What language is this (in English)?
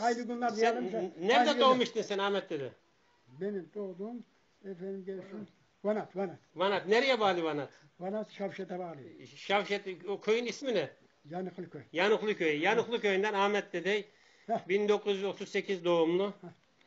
Turkish